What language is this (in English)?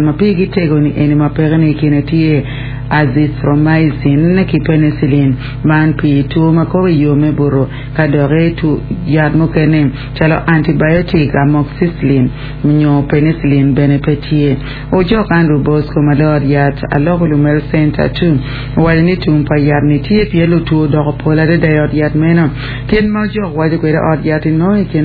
Acoli